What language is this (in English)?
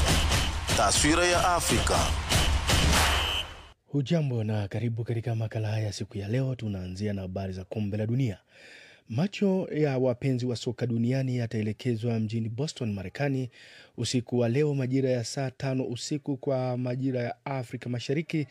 Swahili